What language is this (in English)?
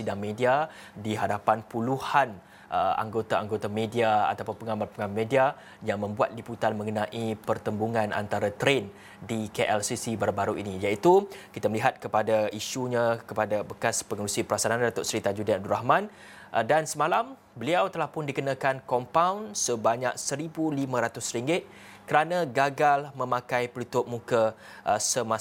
Malay